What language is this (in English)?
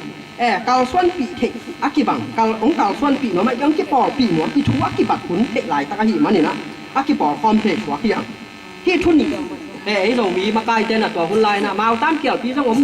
Tedim Chin